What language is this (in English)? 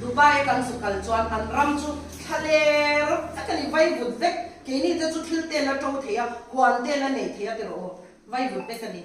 Mizo